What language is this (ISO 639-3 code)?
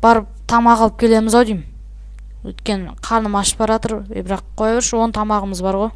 kaz